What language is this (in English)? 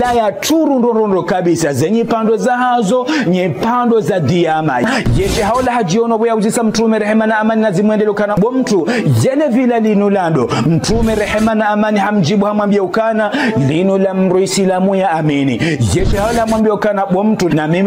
Ngazidja Comorian